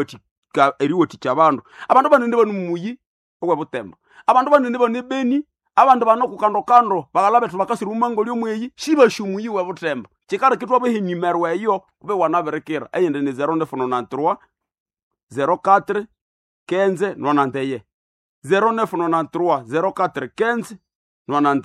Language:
Nande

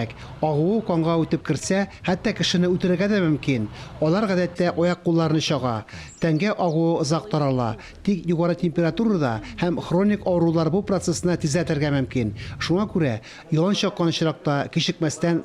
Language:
Tatar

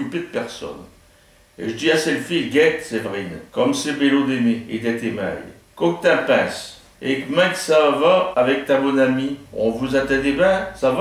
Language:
Picard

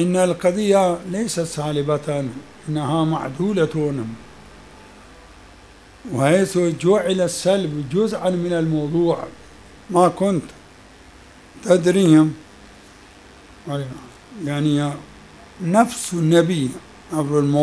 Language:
Arabic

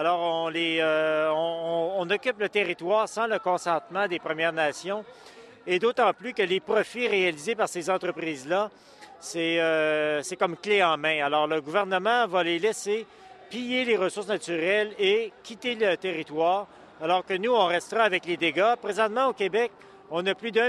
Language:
French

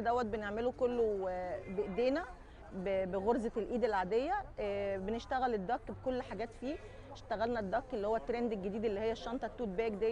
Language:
Egyptian Arabic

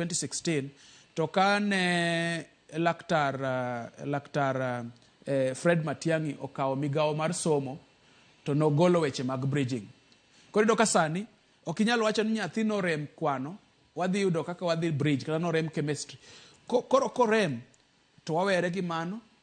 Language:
Luo (Kenya and Tanzania)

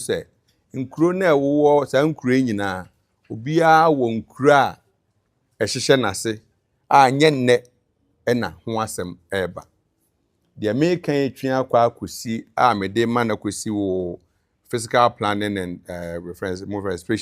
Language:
Akan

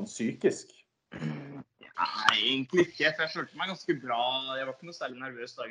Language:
Norwegian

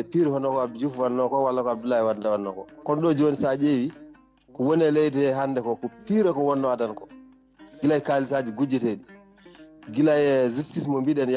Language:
Fula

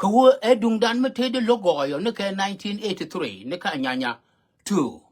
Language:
Nuer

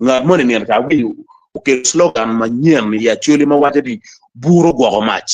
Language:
Acoli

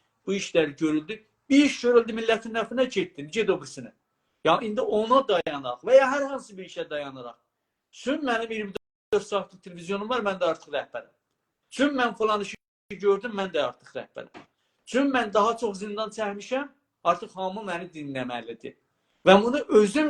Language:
South Azerbaijani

